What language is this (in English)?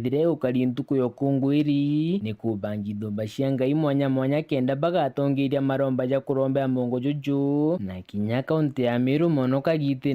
Meru